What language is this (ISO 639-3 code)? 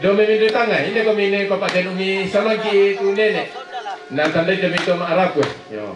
sda